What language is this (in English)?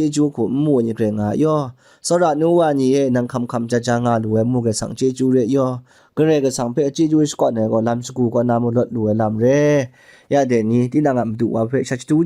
Kachin